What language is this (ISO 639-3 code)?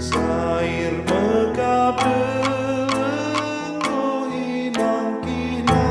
btx